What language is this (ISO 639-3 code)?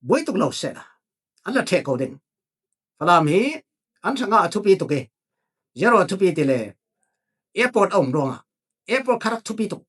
cfm